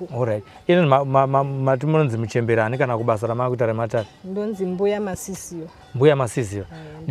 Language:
Shona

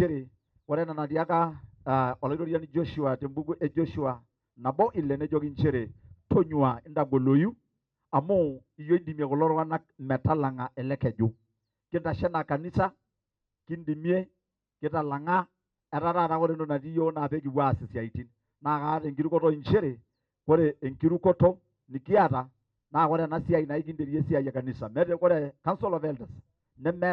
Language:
Masai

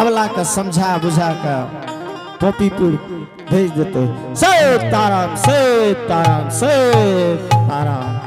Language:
Angika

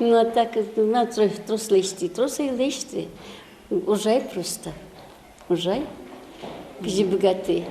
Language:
Udmurt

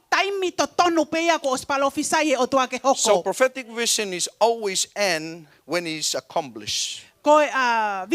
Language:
Tongan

